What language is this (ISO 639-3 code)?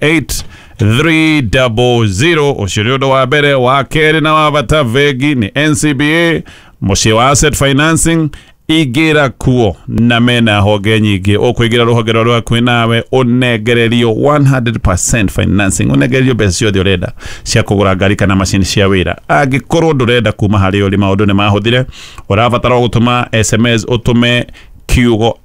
kik